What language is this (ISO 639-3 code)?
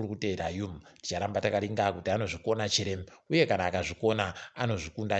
ndc